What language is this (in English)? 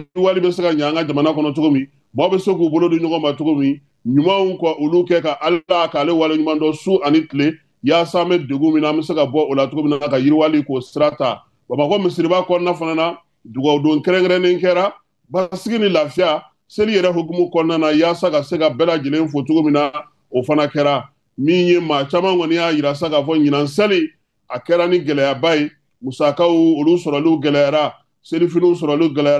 Bambara